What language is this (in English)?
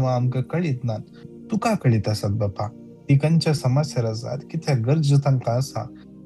Konkani